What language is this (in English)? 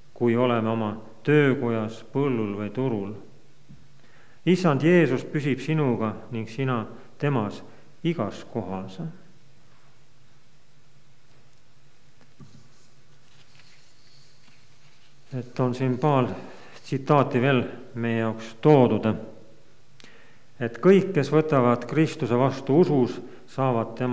Estonian